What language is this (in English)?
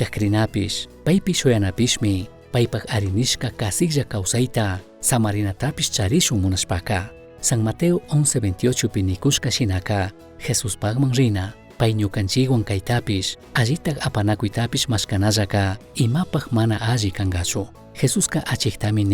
Chimborazo Highland Quichua